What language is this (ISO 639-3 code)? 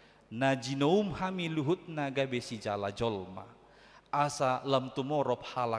bbc